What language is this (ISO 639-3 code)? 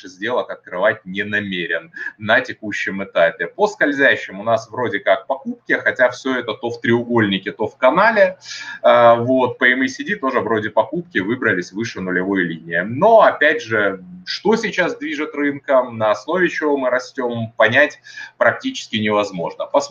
rus